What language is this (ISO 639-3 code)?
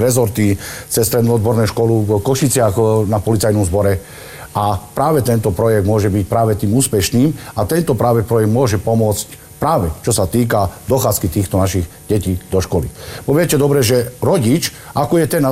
slk